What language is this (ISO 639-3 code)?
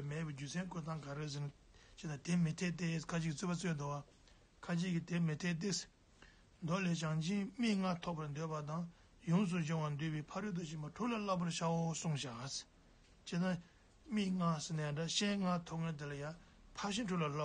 bod